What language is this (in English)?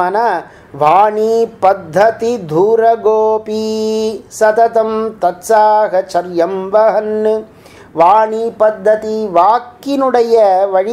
Tamil